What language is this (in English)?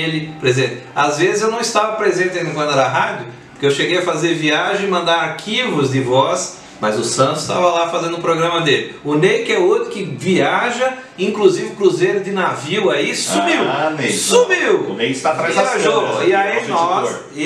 Portuguese